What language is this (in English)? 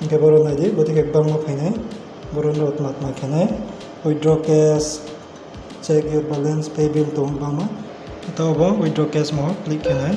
Riang (India)